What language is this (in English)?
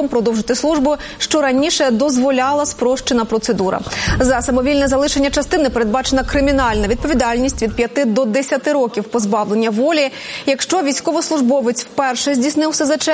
Ukrainian